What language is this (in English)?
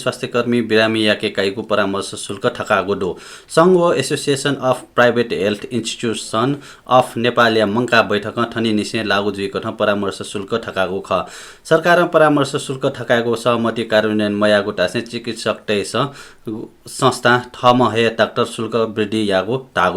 Newari